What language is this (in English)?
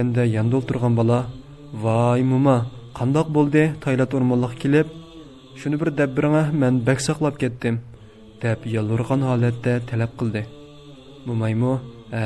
Uyghur